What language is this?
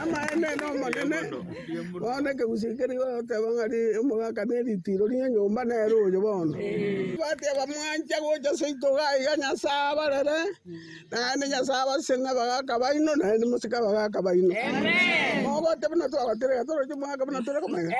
Gusii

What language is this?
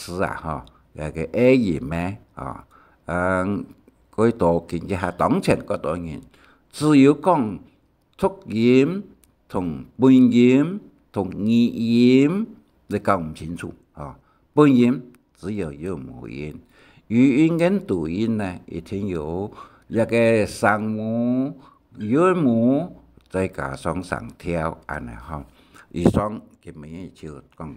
Hakka Chinese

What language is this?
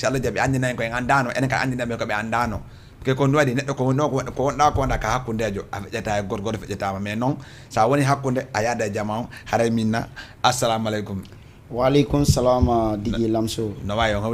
Fula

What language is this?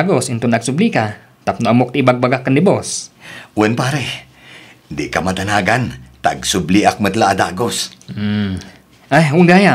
Iloko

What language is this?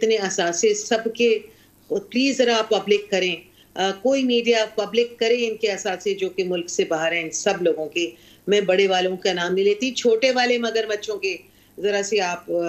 Urdu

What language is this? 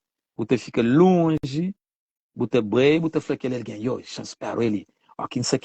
Kabuverdianu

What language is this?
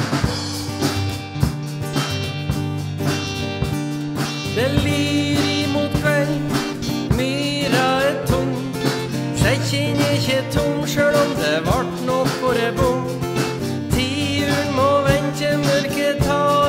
Norwegian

